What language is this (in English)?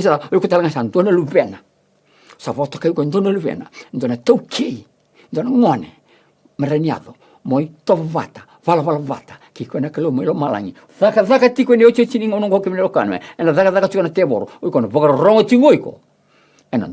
Fijian